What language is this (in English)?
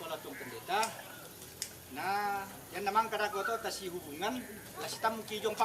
Toraja-Sa'dan